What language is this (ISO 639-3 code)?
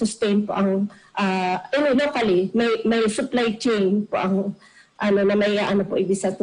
bik